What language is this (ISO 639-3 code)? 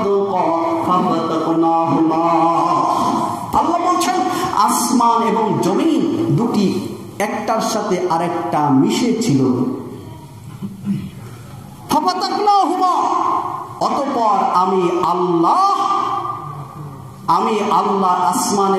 ben